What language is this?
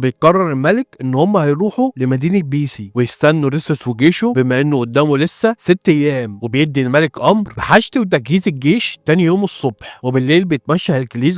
Egyptian Arabic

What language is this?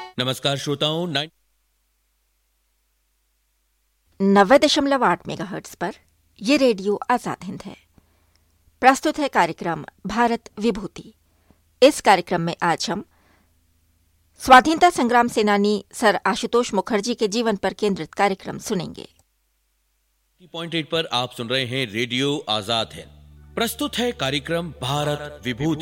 Hindi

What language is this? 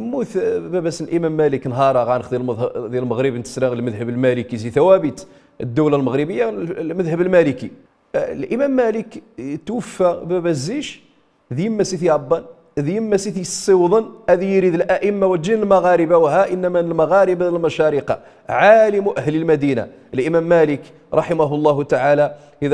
Riffian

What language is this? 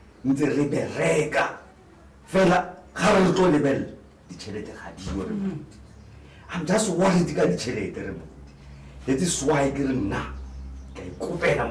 Tswana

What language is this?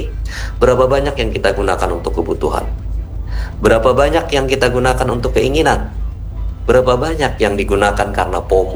Indonesian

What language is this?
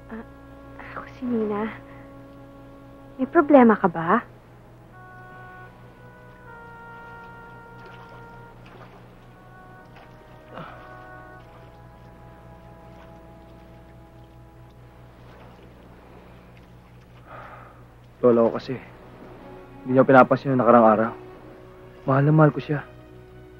Filipino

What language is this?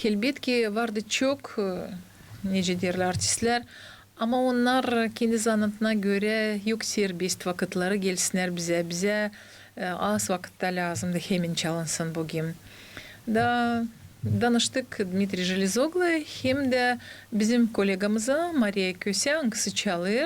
Gagauz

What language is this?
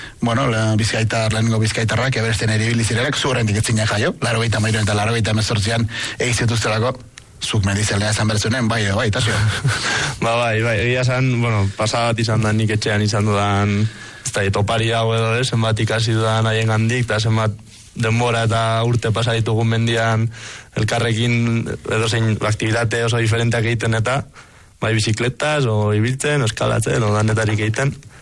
Basque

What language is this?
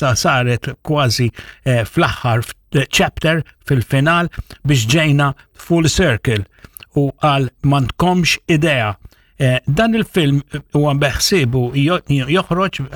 Maltese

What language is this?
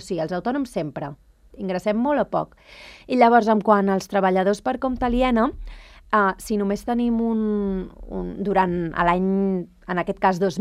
Catalan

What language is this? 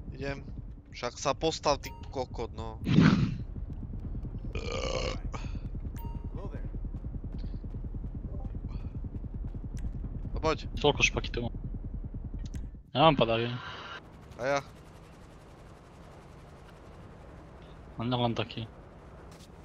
Slovak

